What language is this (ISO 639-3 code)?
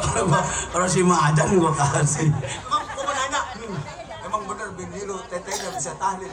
bew